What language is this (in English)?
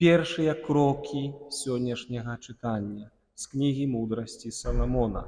Belarusian